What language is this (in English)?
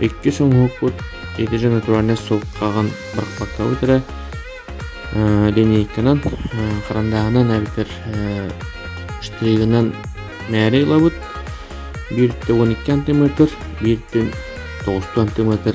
Yakut